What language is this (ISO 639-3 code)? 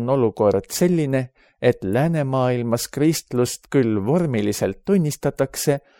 est